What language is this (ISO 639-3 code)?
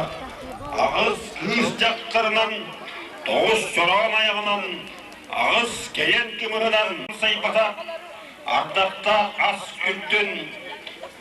sah